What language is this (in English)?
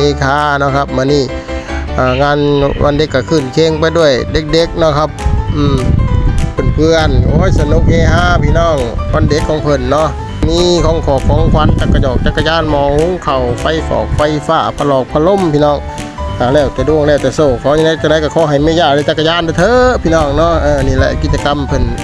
Lao